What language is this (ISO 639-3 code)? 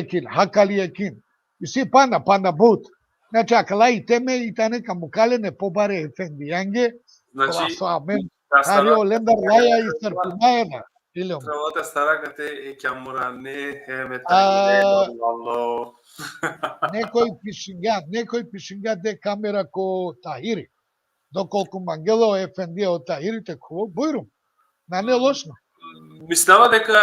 rmn